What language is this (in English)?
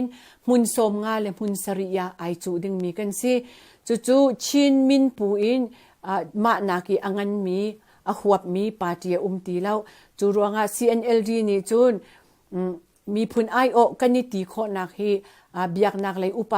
Hakha Chin